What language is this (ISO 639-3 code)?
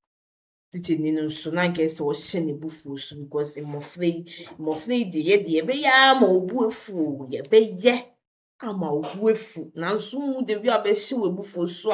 aka